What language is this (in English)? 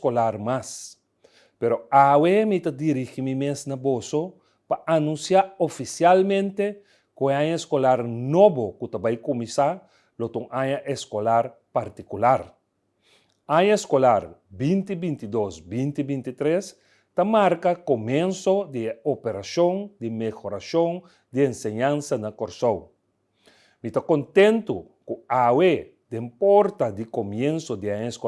Papiamento